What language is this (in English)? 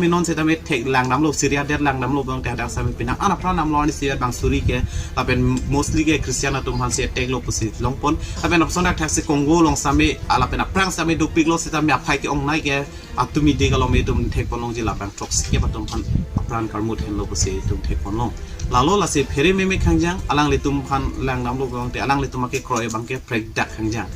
Karbi